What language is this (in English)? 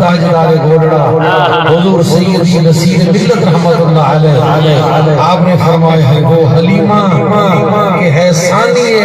Saraiki